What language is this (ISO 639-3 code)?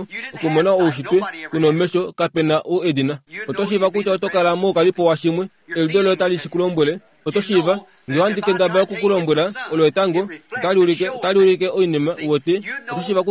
kua